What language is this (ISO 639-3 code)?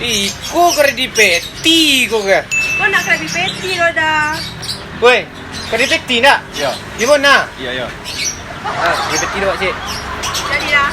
min